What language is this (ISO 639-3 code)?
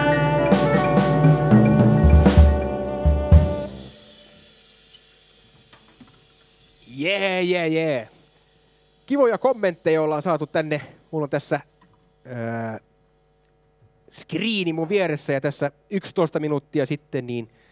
fin